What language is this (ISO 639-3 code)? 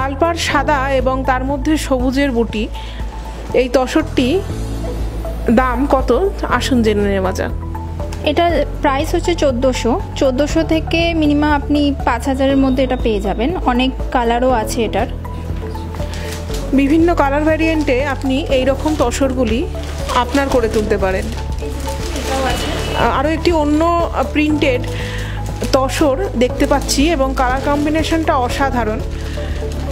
ben